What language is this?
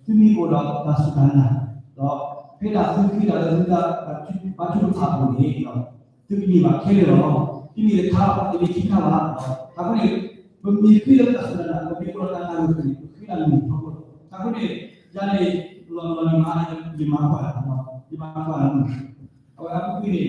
S'gaw Karen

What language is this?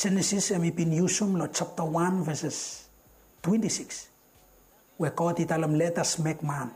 Bislama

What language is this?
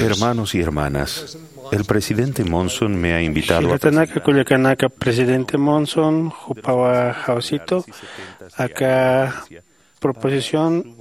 Aymara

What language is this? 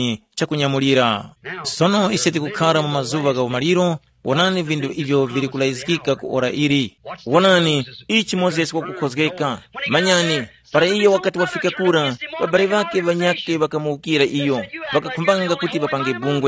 Tumbuka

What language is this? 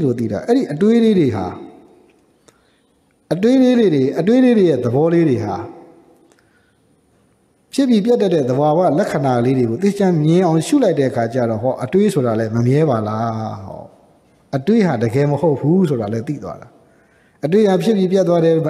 Burmese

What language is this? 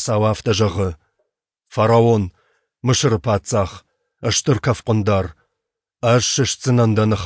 Ossetic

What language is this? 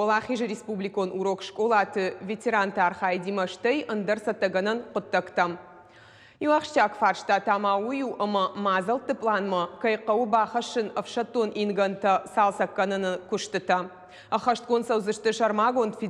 Ossetic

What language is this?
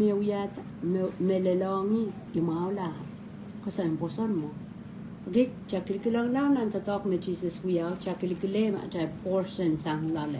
Pohnpeian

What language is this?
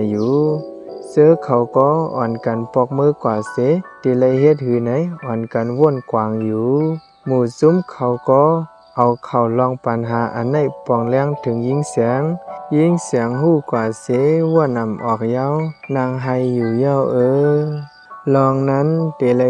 Shan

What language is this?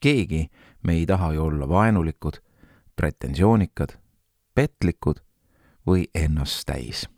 Estonian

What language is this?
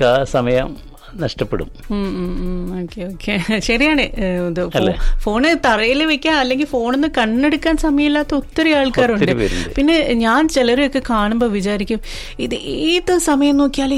Malayalam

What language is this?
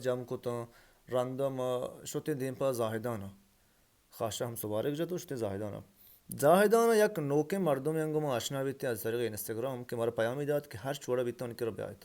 Baluchi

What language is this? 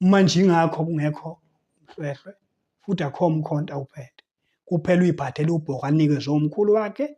Zulu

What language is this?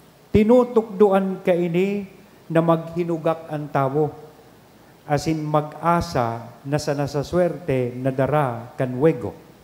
Bikol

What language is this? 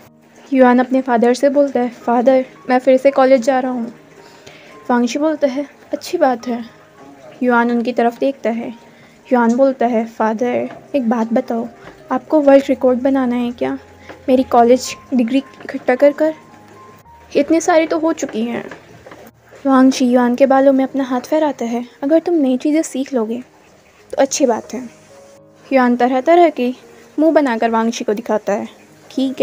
Hindi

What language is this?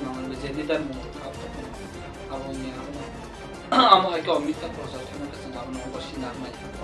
Kok Borok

